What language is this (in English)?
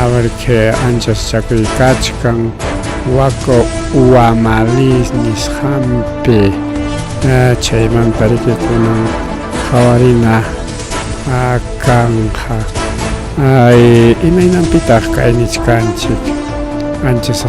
Ayacucho Quechua